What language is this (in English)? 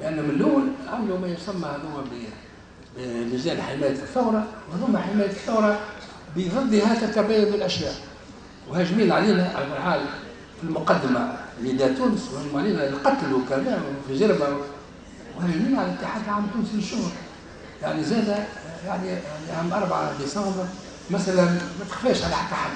Tunisian Arabic